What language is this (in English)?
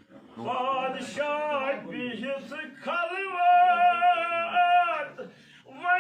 Kashmiri